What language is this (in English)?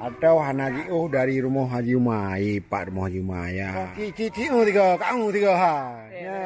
Achinese